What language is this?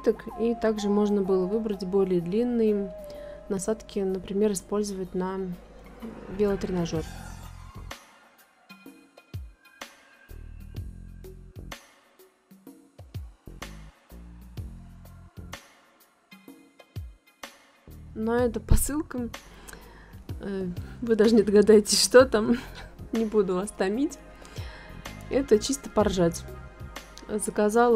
Russian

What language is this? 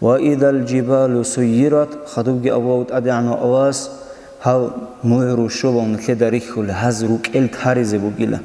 Avaric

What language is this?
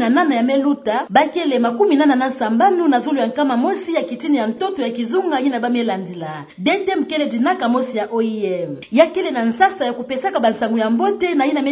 Kituba (Democratic Republic of Congo)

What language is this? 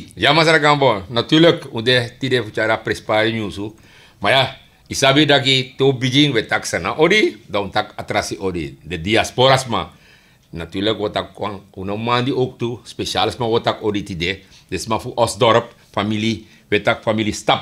Sranan Tongo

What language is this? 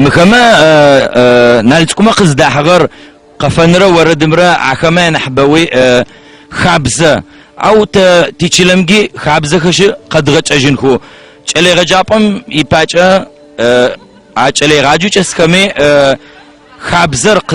Adyghe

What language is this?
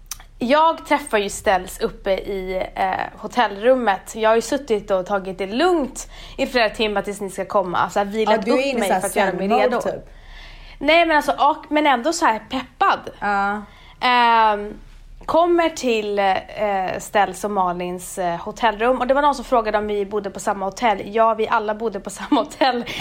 Swedish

